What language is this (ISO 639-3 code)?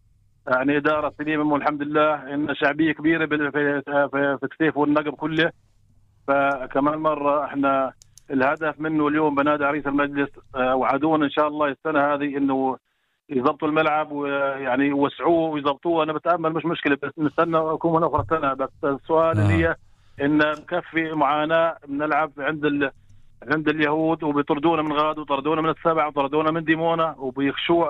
apc